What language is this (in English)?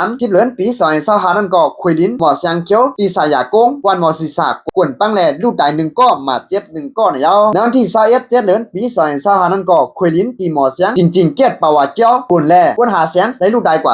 Shan